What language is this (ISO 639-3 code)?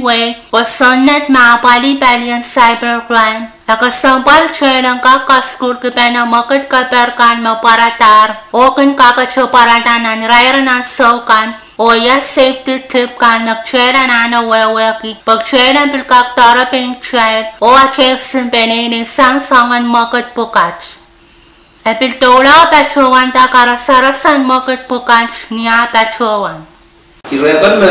pon